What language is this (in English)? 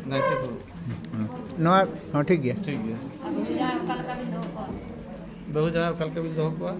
Santali